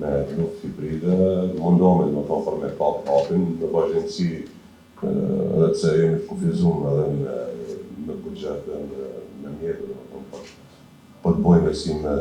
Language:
Albanian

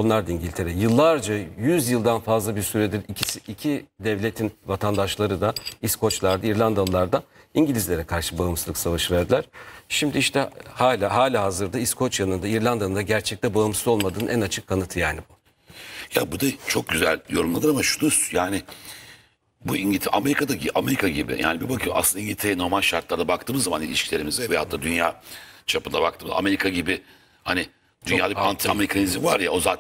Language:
Turkish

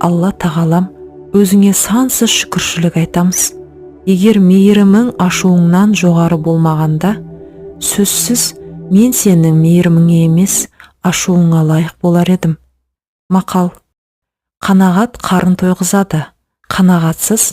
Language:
Kazakh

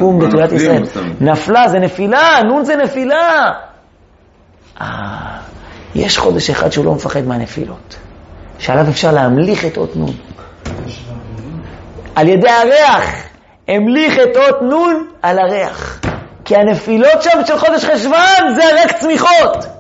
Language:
Hebrew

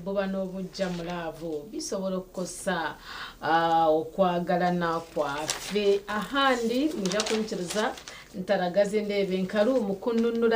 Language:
Nyankole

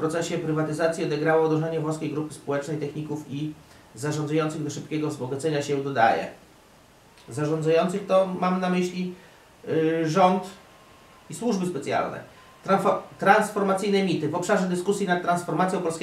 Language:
Polish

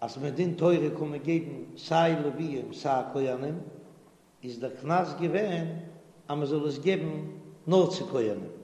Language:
Yiddish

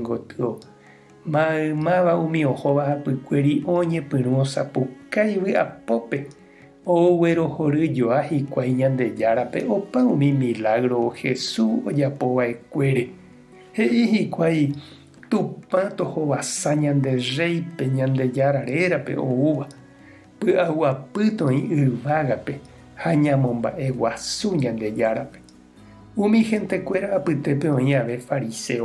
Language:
Guarani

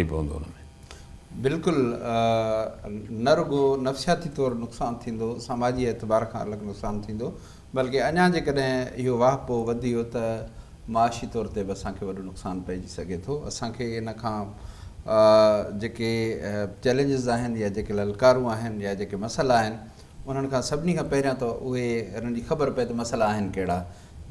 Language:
Sindhi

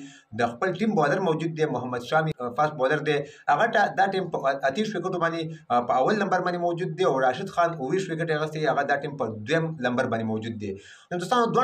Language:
Pashto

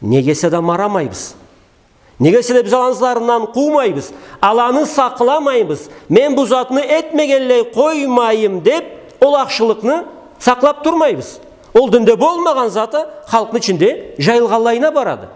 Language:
Karachay-Balkar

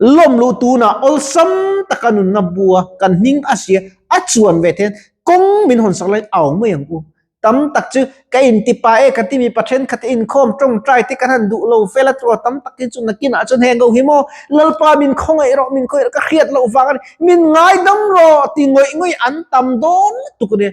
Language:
Mizo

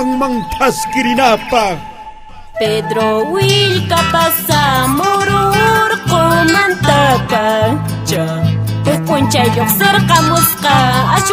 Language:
Quechua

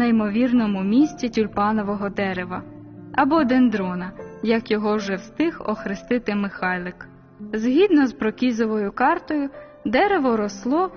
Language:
Ukrainian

